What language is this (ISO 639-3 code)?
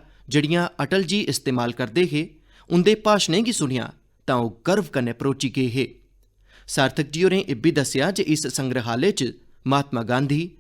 doi